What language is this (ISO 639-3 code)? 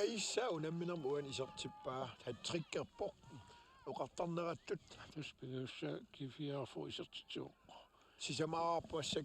kal